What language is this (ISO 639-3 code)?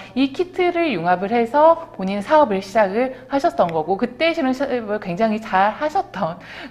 kor